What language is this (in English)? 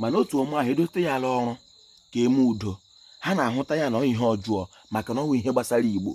Igbo